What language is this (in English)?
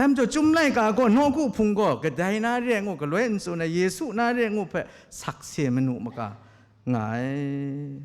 Kachin